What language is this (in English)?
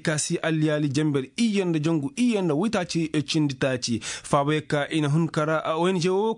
Koyraboro Senni